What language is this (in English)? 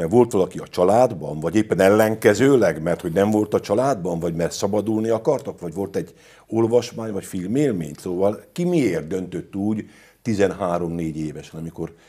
Hungarian